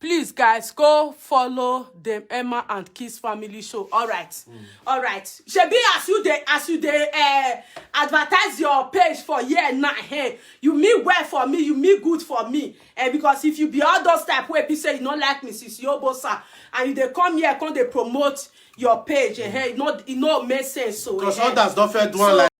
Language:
Nigerian Pidgin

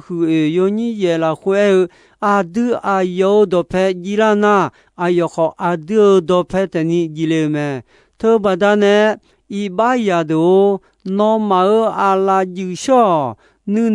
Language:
Akha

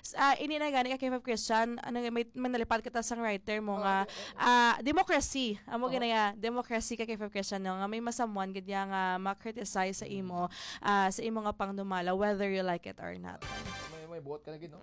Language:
Hiligaynon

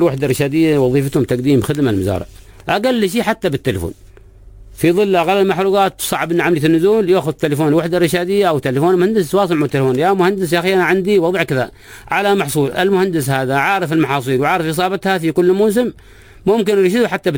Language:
Arabic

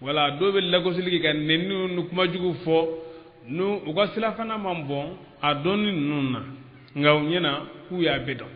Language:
Bambara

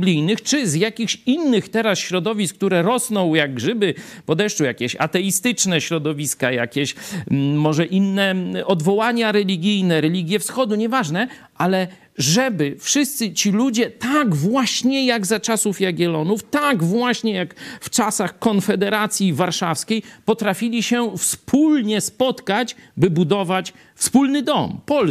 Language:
Polish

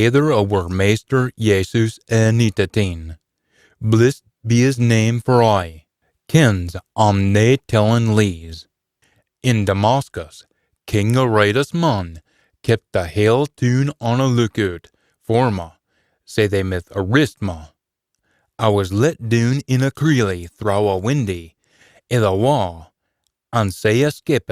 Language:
Scots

